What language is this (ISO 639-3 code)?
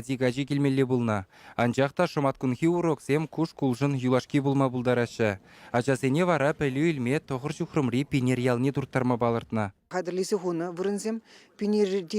chv